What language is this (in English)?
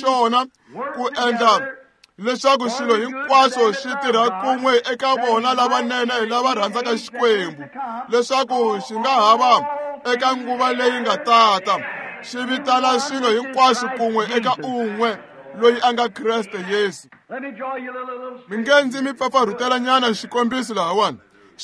Tsonga